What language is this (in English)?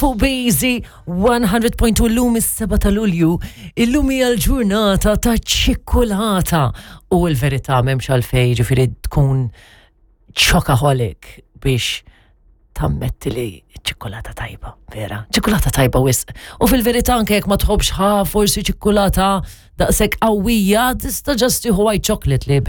Maltese